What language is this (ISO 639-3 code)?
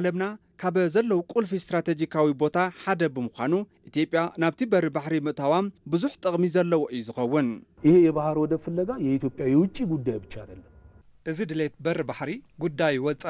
tir